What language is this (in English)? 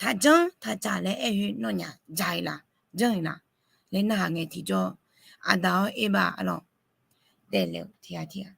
Akha